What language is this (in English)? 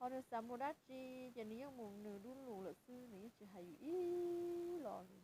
Hmong